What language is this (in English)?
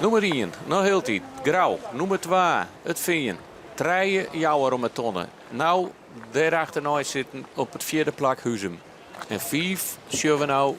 Western Frisian